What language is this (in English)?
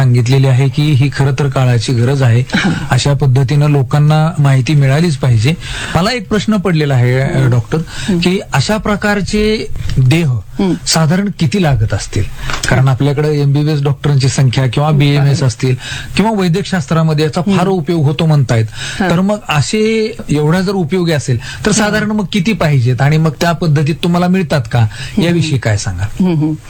Marathi